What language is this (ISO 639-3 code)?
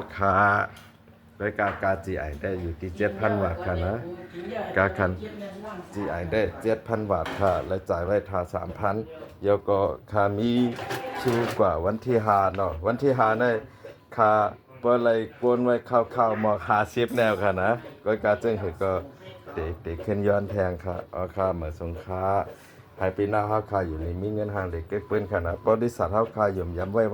shn